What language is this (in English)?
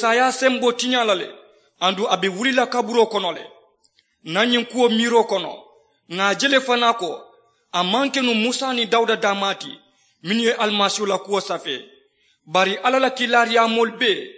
Mandingo